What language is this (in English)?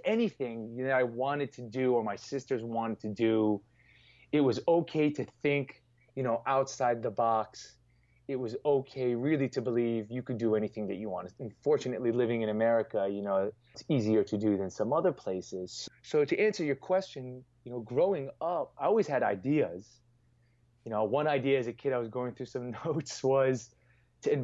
English